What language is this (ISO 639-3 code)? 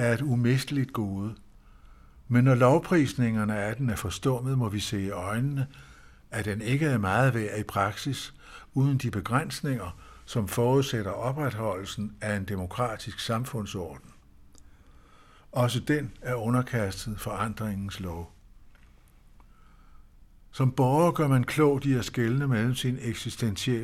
dan